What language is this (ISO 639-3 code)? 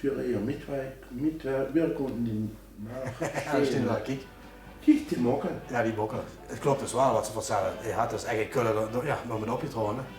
lim